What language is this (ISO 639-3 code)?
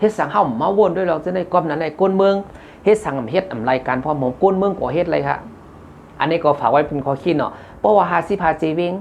shn